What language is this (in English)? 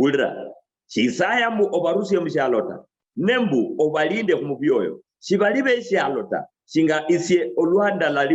Luyia